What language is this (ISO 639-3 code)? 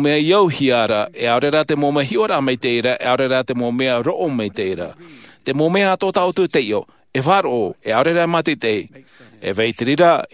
tah